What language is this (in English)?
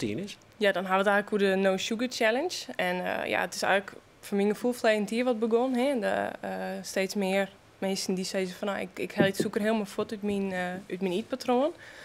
Western Frisian